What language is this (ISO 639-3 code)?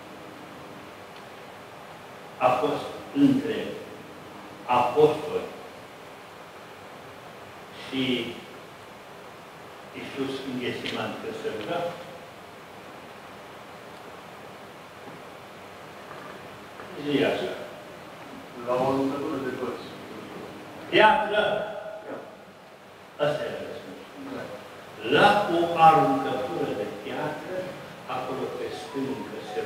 ron